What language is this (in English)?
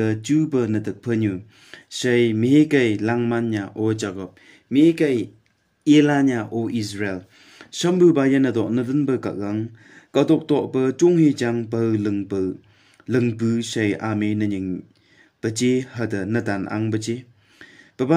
Phom Naga